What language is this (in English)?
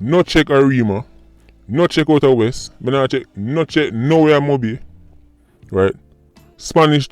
Jamaican Creole English